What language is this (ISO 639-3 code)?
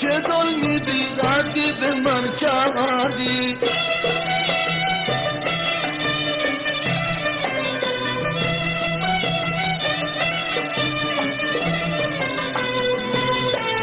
fas